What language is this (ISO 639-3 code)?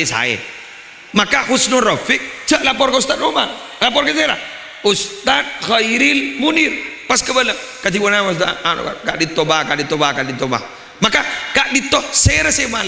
mad